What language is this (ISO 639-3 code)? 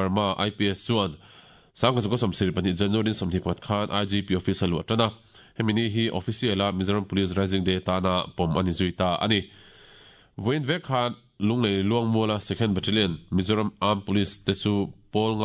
lus